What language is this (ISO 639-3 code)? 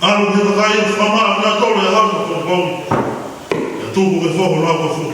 ton